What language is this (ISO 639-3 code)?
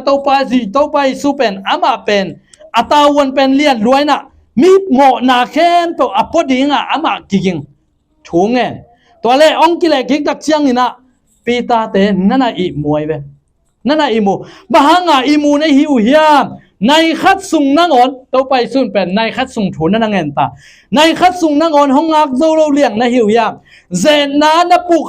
ctd